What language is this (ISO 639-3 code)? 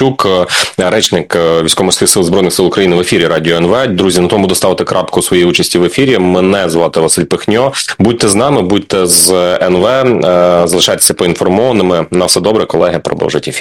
ukr